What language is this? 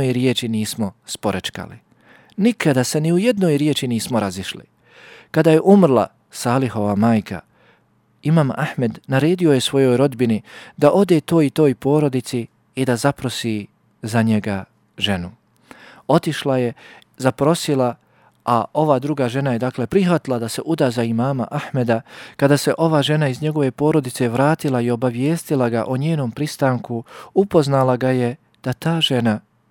Bosnian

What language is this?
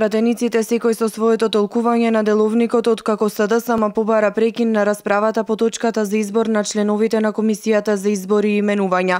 Macedonian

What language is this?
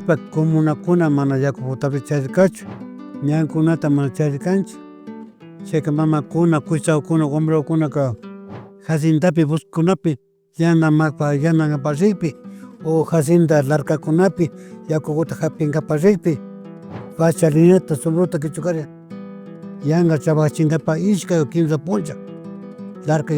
Imbabura Highland Quichua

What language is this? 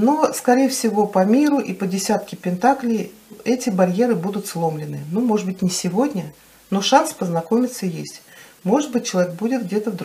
Russian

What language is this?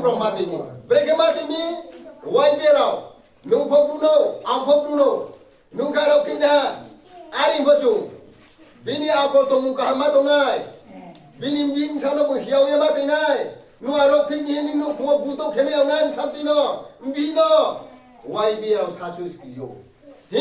Riang (India)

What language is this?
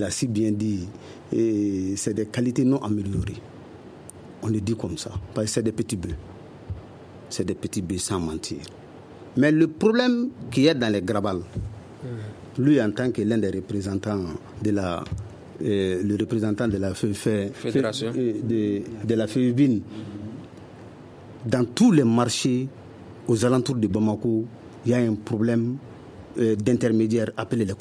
French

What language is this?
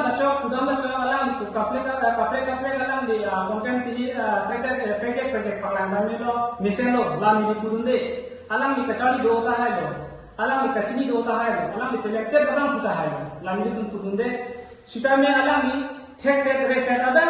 Karbi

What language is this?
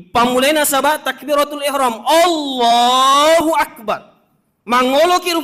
Buginese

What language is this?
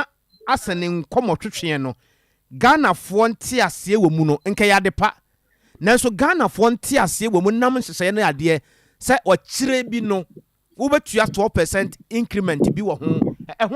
Akan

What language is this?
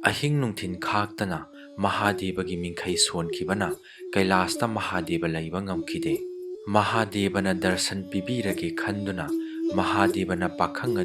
Manipuri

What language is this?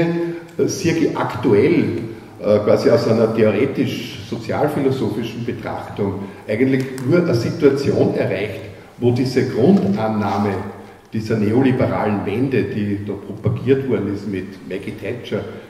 German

